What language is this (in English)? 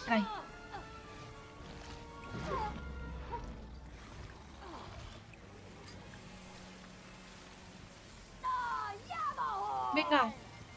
Catalan